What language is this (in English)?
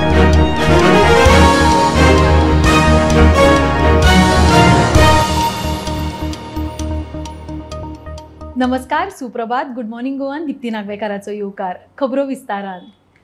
Konkani